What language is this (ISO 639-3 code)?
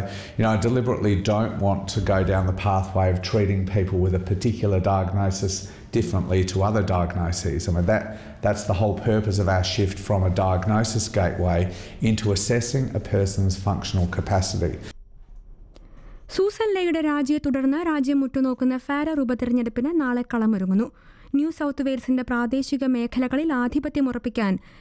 mal